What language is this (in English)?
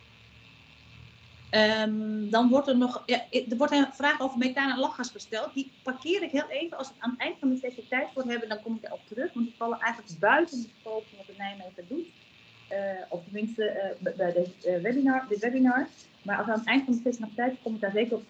Dutch